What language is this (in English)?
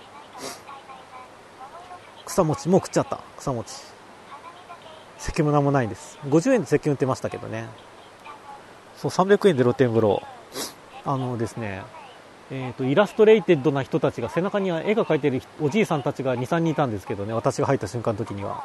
Japanese